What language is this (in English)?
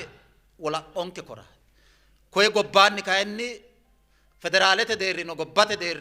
Sidamo